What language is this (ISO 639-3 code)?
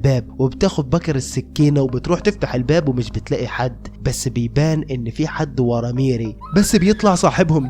arz